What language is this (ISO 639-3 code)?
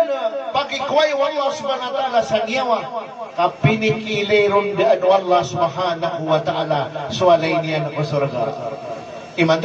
mrw